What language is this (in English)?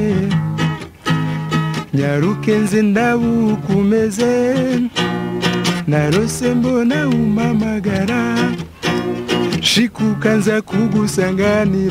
Rundi